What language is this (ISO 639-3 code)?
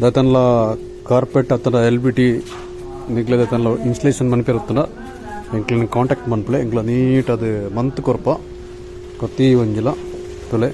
tcy